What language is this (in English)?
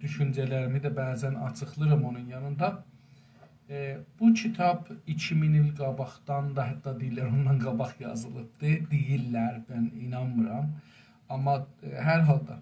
South Azerbaijani